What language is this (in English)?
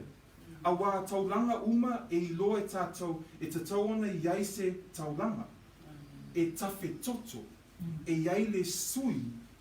Samoan